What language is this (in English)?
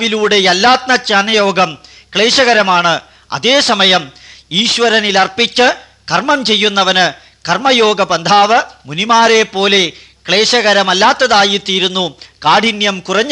Malayalam